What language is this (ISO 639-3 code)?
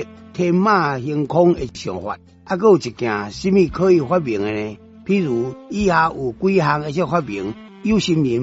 nan